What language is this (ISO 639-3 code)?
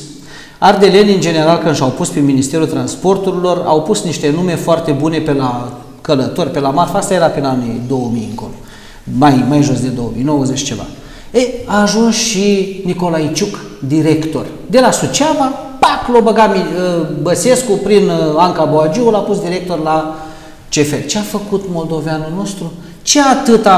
ron